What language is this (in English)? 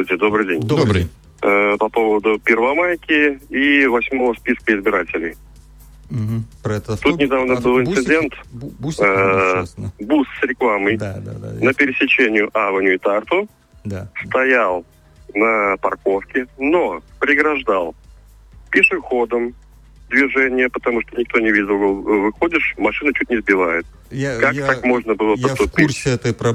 Russian